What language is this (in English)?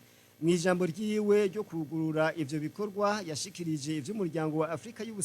Rundi